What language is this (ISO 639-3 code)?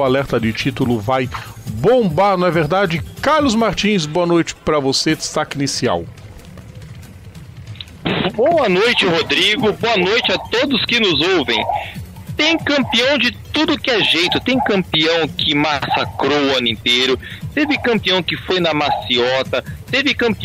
por